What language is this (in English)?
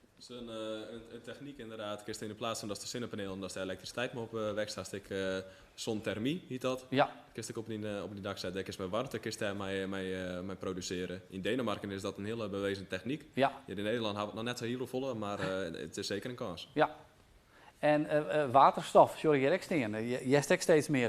Western Frisian